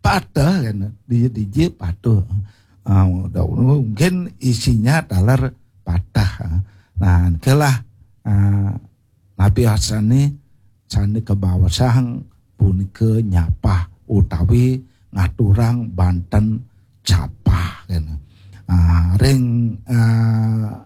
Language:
Balinese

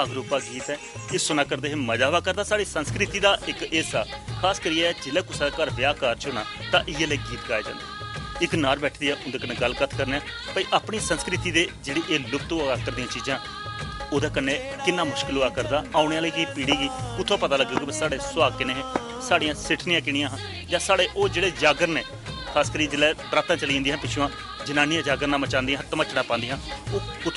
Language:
Dogri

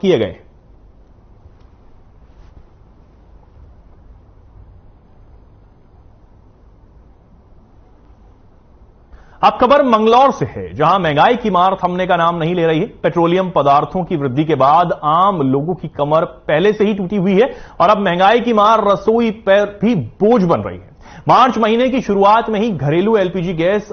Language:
Hindi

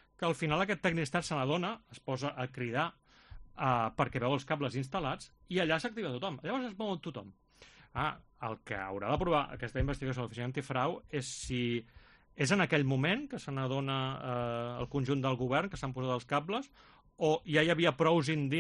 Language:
Catalan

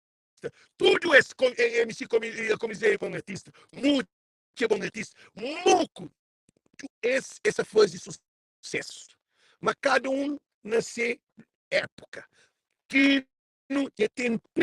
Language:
Kabuverdianu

